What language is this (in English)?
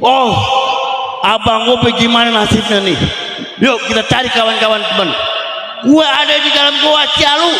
Betawi